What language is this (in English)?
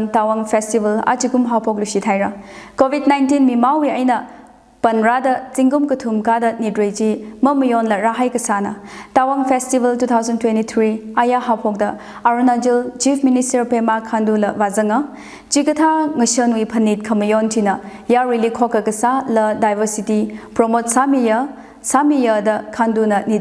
Tangkhul Naga (India)